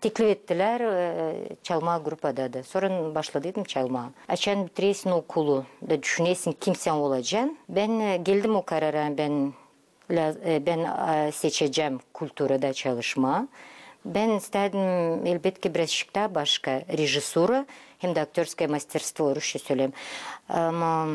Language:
Gagauz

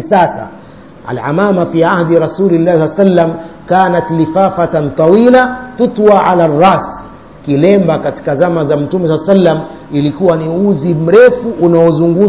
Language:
Swahili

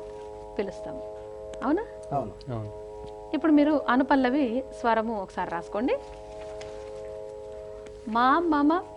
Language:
Telugu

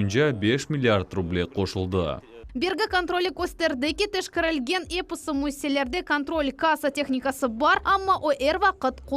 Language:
Crimean Tatar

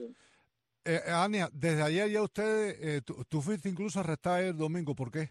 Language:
Spanish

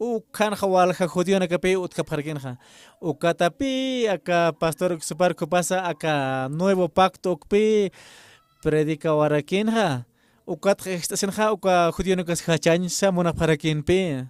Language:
Aymara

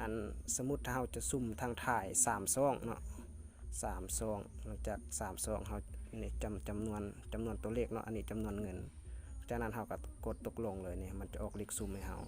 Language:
Lao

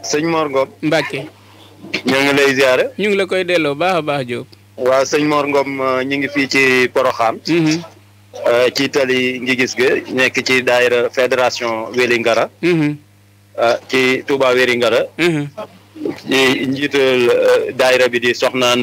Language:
Wolof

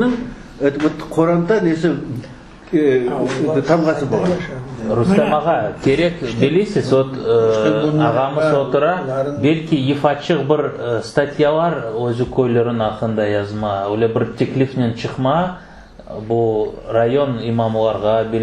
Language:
Crimean Tatar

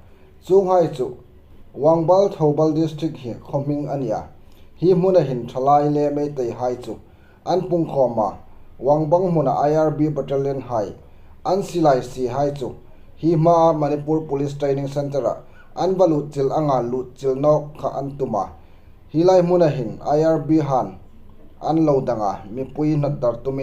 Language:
Hmar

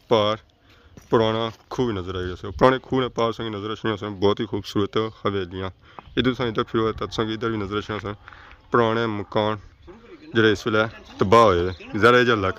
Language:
Pahari-Potwari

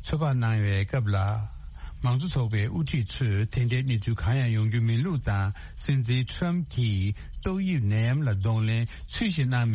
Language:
Tibetan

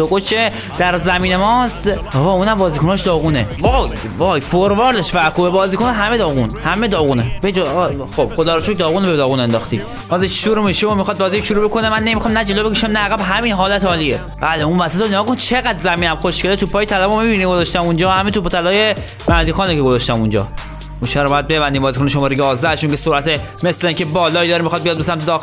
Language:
Persian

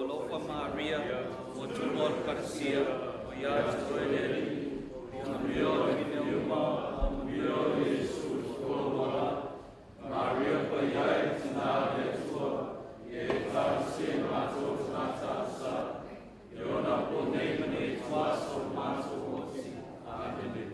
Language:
Samoan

